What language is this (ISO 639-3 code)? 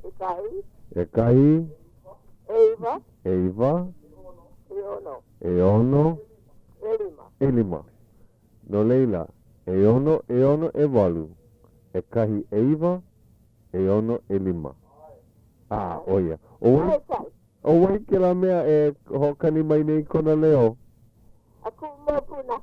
haw